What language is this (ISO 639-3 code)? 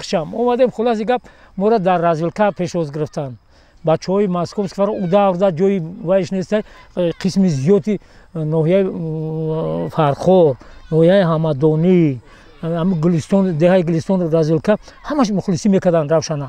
tgk